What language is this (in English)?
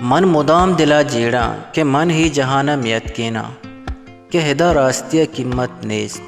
Baluchi